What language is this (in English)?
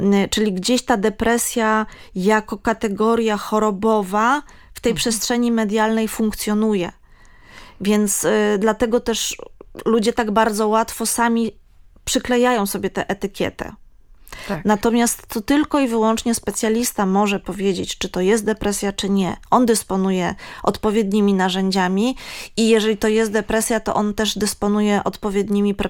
Polish